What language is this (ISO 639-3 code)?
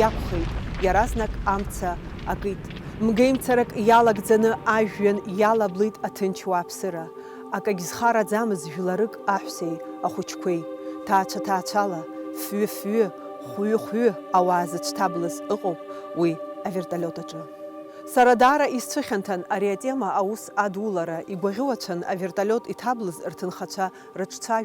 abk